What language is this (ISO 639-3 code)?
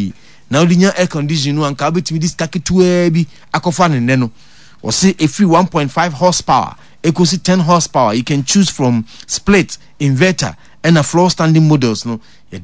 aka